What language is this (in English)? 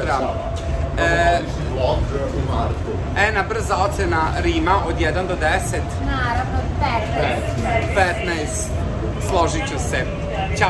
Serbian